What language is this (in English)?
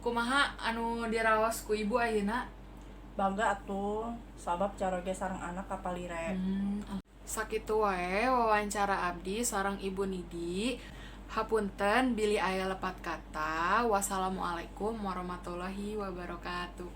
Sundanese